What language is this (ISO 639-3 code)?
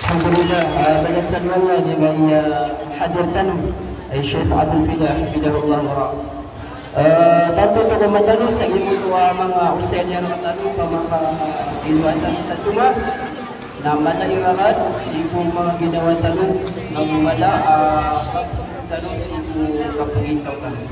mrw